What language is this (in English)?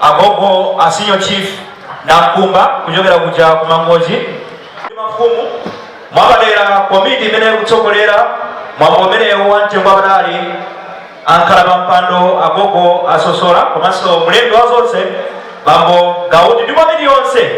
Nyanja